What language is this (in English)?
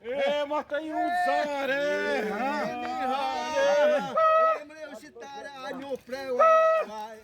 Xavánte